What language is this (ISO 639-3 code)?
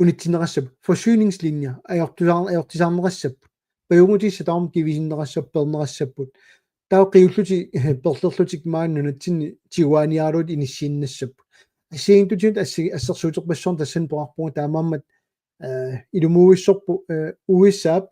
kal